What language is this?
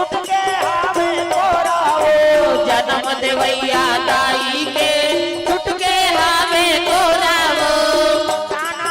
Chhattisgarhi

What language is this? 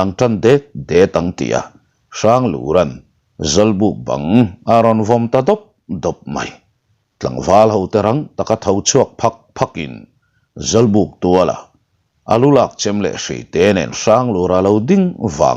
Mizo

